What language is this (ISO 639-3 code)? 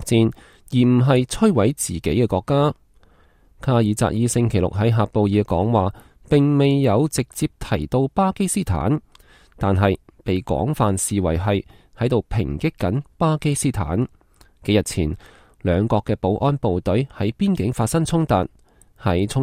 yue